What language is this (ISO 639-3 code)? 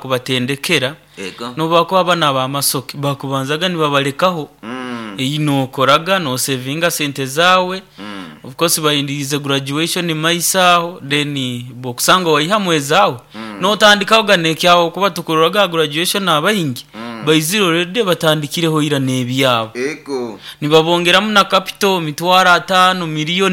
nyo